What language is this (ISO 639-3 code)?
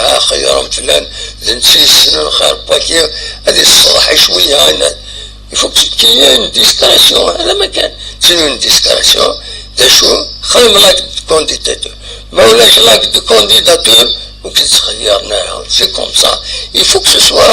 kab